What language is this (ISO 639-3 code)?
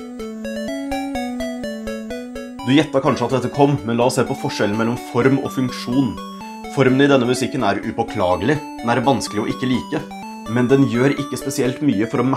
nor